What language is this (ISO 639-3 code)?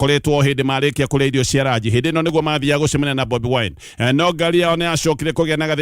kik